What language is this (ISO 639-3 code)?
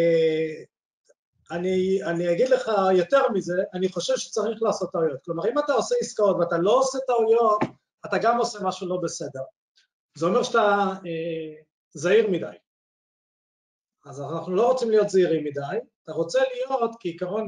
heb